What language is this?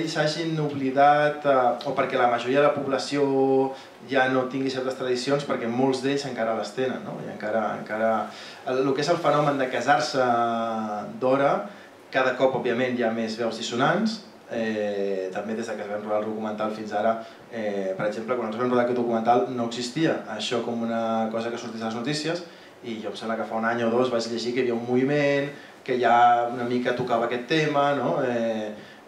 Catalan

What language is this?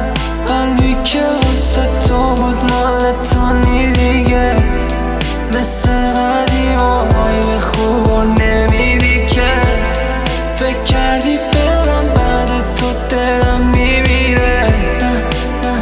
Persian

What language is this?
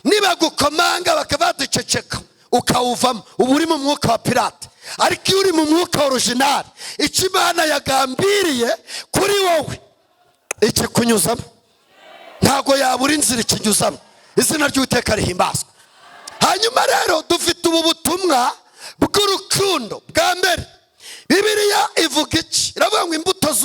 Kinyarwanda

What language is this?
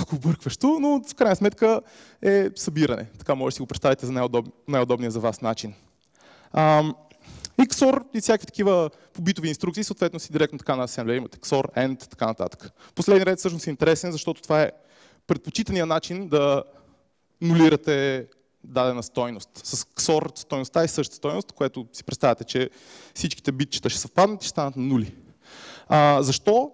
Bulgarian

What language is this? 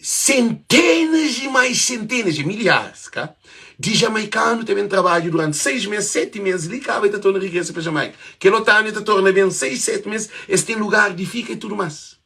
Kabuverdianu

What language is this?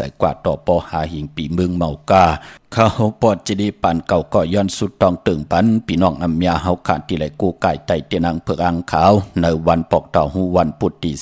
Shan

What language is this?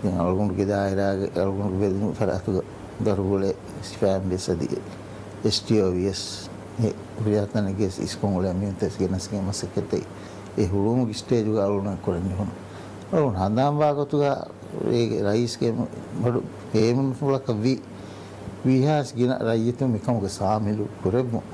Divehi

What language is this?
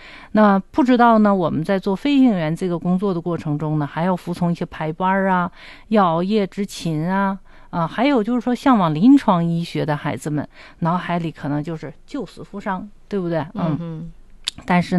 Chinese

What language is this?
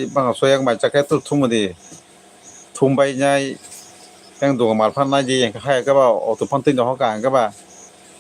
Kok Borok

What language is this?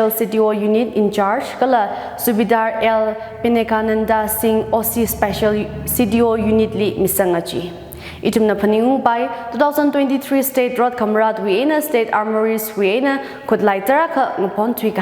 Tangkhul Naga (India)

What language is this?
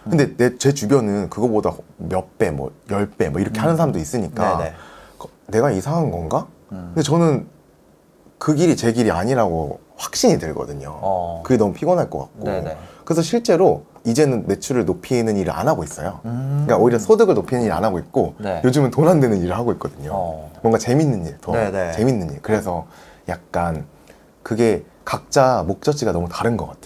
Korean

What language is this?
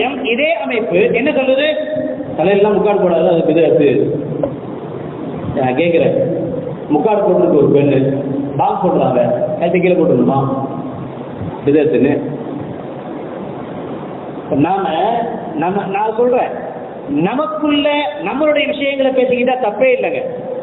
Tamil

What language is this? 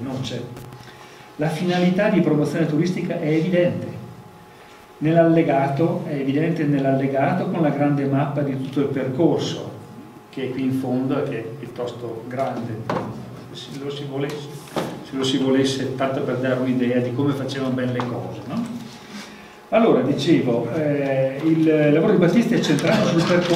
Italian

